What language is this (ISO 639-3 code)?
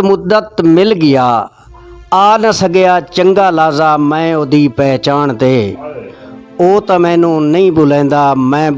skr